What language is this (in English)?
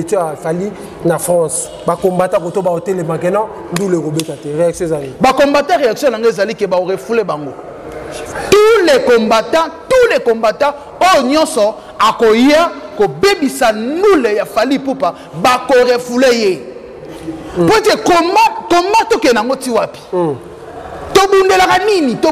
Lingala